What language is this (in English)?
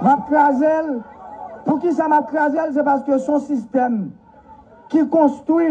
Haitian Creole